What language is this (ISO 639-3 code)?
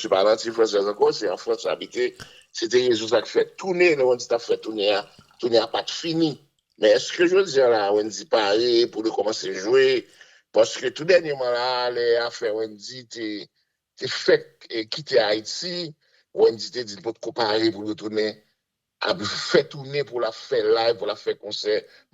hat